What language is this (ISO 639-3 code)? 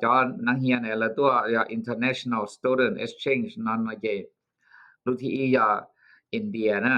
hmn